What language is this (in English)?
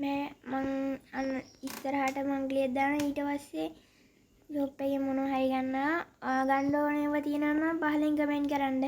Sinhala